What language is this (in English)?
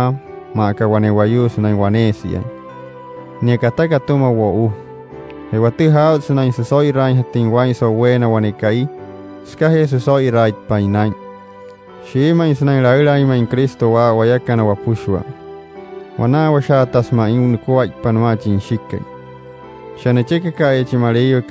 Wayuu